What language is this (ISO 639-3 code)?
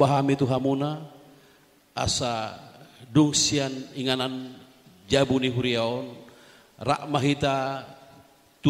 bbc